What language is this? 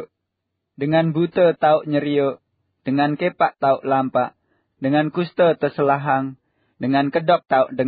Sasak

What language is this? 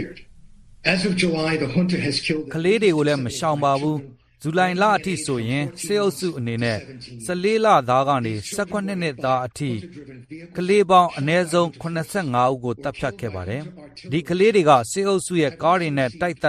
Burmese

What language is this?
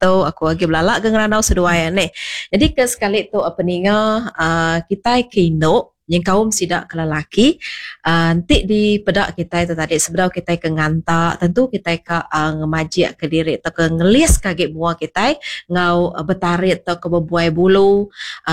Iban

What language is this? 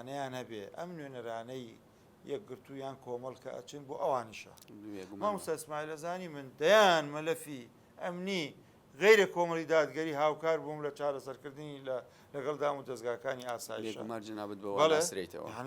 Central Kurdish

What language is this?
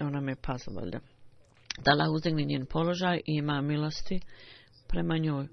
Bosnian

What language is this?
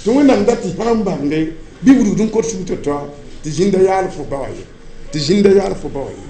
Mossi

